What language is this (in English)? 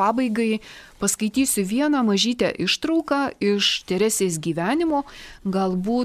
Lithuanian